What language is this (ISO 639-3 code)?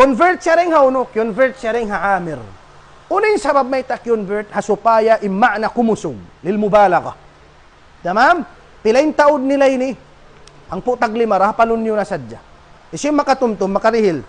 tsg